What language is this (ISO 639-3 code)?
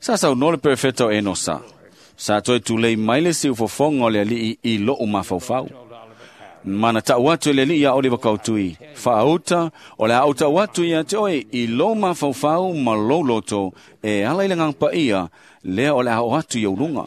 smo